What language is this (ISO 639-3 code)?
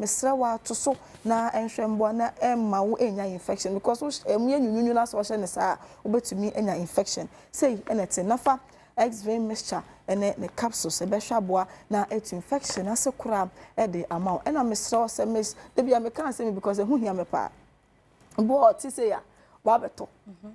aka